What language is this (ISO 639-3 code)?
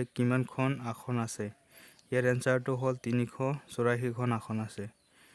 asm